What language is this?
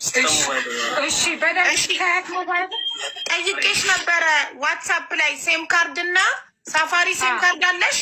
Amharic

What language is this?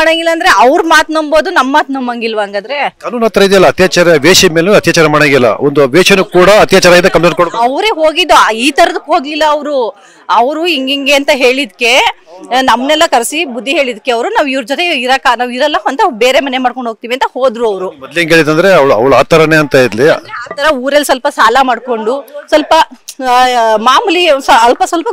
Kannada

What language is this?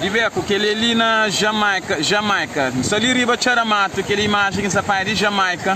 Kabuverdianu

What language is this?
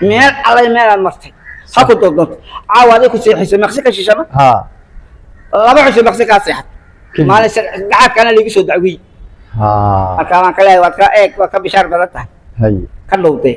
Somali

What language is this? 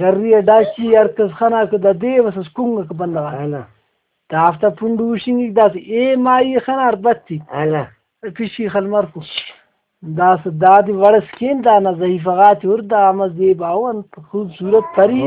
Brahui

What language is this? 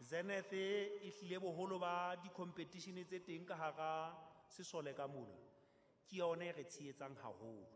Southern Sotho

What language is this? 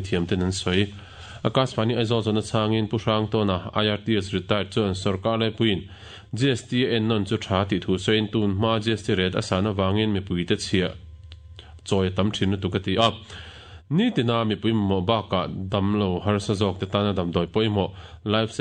Mizo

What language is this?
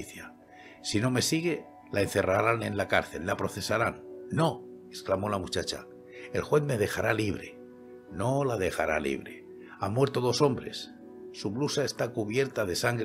Spanish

